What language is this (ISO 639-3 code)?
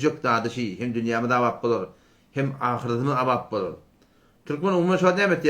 tuk